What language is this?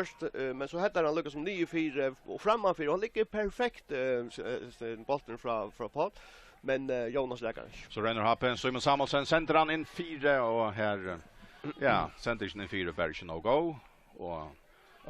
Faroese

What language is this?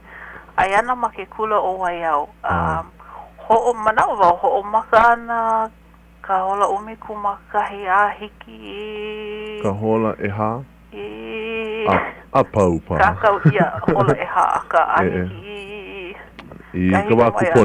Hawaiian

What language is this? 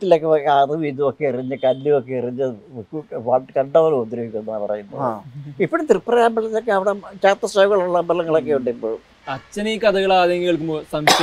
Malayalam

